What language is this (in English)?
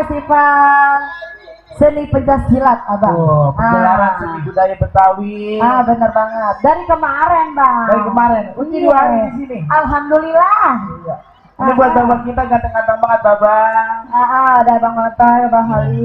Betawi